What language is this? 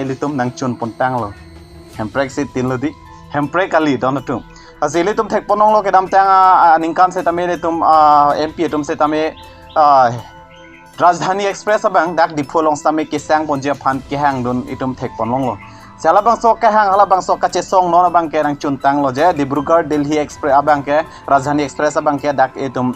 Karbi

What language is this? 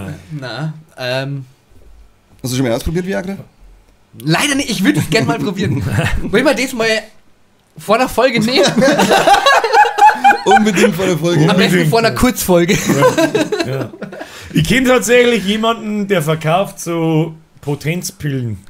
Bavarian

